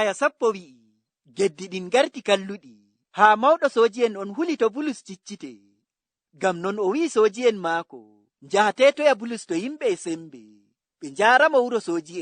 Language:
Nigerian Fulfulde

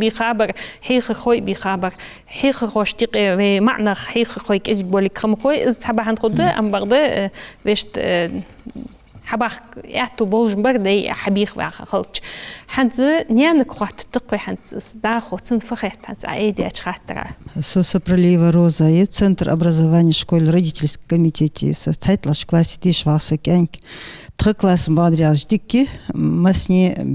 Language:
Ingush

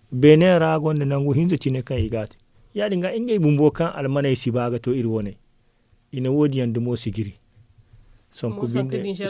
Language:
Zarma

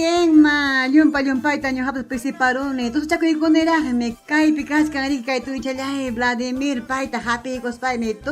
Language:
Ayacucho Quechua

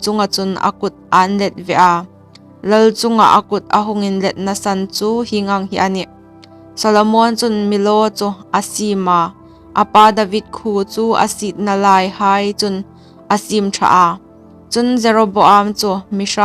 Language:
Hmar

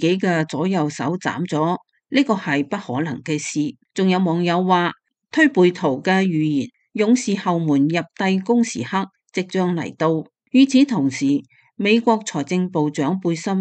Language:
Cantonese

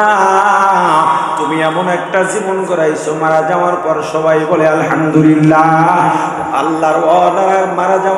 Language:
Bangla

